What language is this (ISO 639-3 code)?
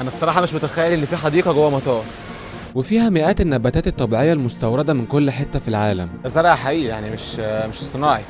arz